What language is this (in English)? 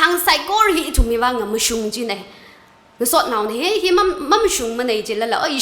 Tangkhul Naga (India)